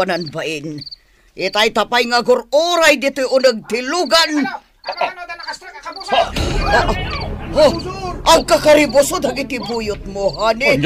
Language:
Iloko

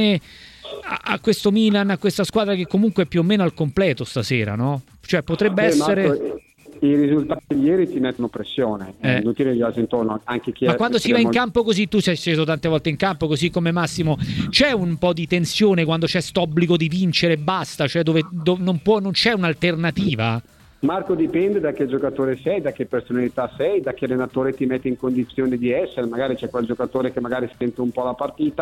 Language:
Italian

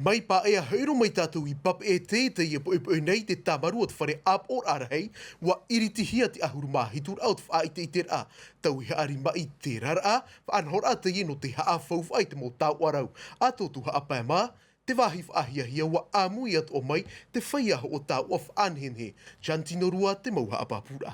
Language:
Tahitian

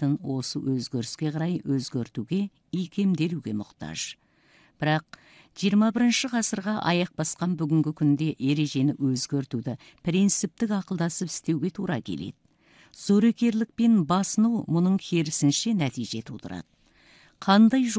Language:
Kazakh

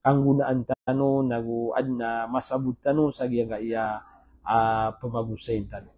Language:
Maranao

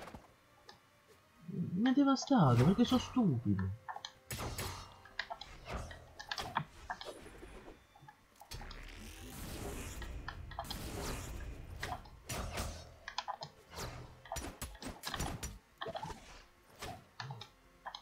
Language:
Italian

